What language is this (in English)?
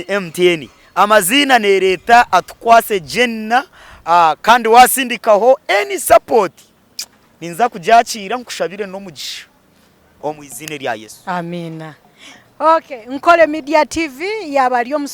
Nyankole